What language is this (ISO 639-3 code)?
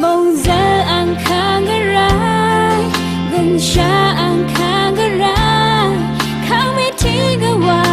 raw